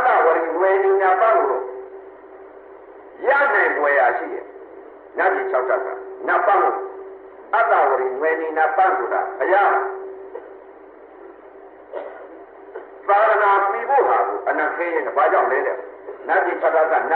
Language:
Burmese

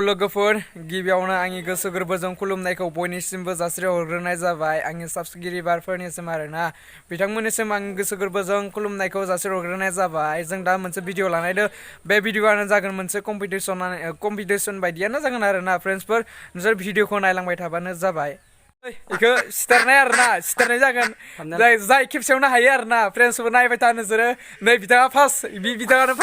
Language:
Bodo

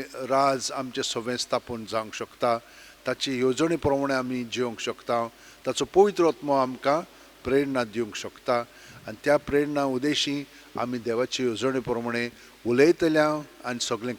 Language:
Konkani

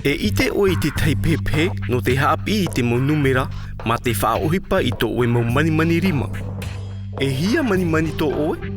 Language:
Tahitian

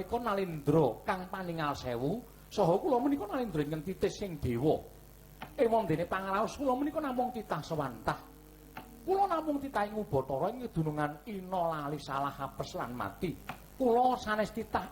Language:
Javanese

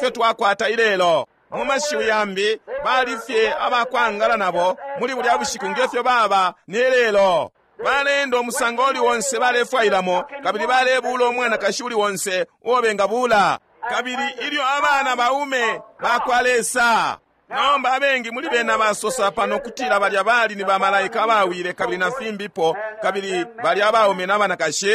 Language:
Bemba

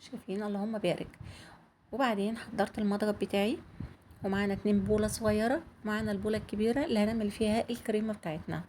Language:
Egyptian Arabic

